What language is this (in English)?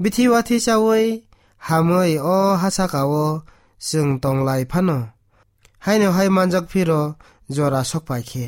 Kok Borok